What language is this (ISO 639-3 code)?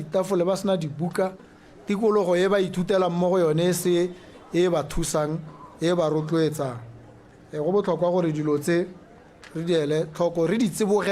tsn